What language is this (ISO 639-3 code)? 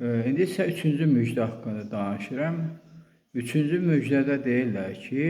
aze